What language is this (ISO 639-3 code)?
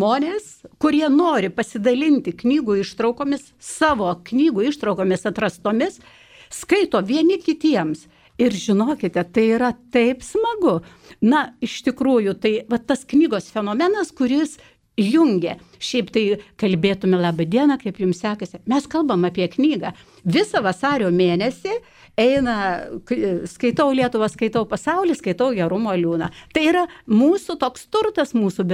lit